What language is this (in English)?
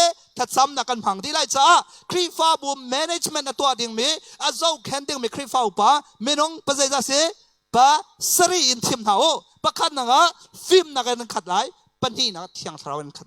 Hakha Chin